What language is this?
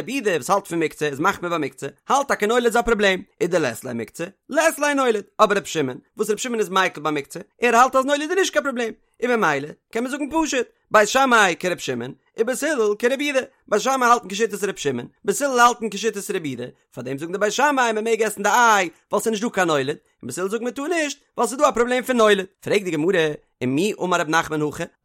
Yiddish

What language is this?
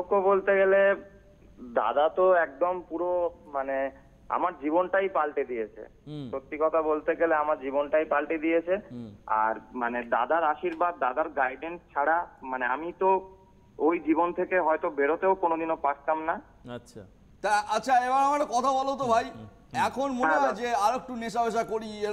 Bangla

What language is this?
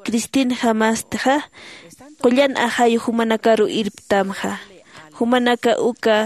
Aymara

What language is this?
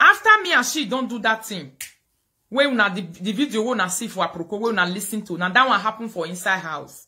Nigerian Pidgin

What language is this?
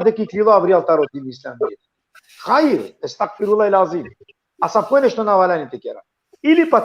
Balkan Romani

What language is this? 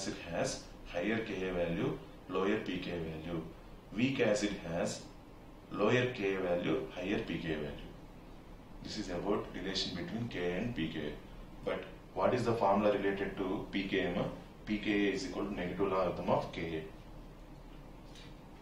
English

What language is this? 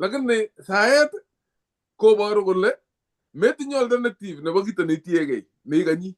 Kalenjin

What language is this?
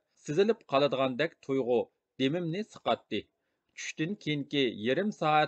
Uyghur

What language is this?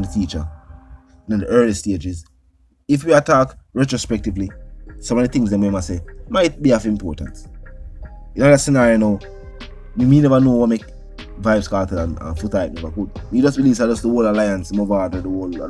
Jamaican Creole English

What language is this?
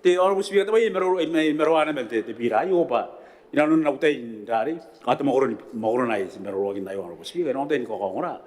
Gilbertese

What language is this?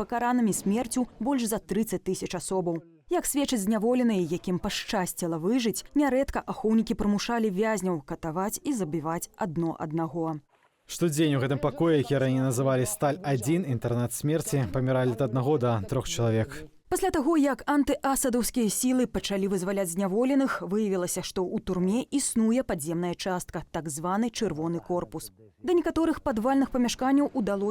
Belarusian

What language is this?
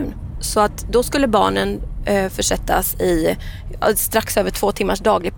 Swedish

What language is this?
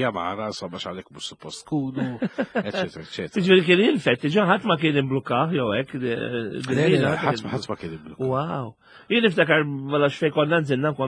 Maltese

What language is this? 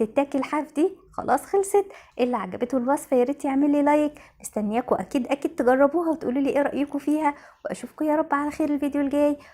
Egyptian Arabic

